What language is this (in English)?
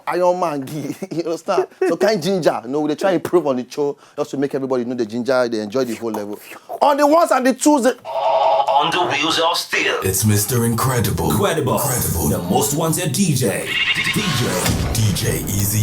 Nigerian Pidgin